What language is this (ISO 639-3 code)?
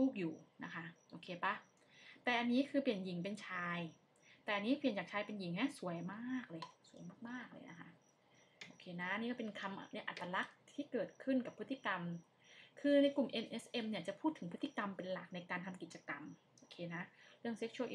tha